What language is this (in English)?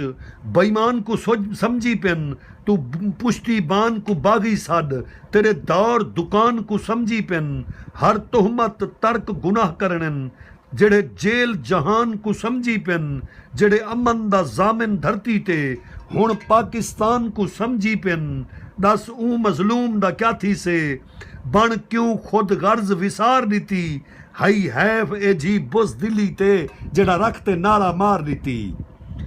Saraiki